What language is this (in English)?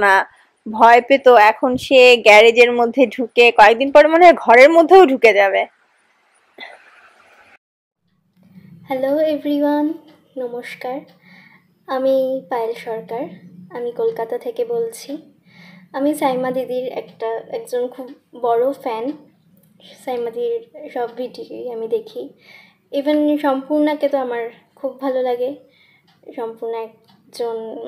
Bangla